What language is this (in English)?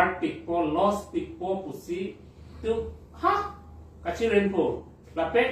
Karbi